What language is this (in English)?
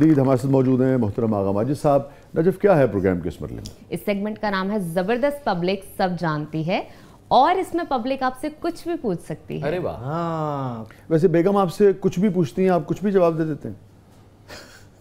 Urdu